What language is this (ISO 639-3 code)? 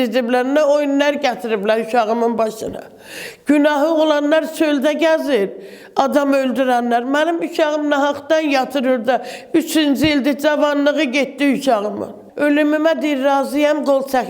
aze